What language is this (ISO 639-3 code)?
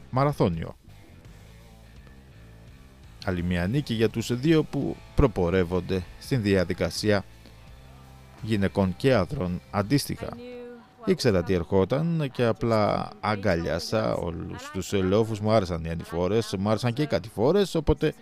ell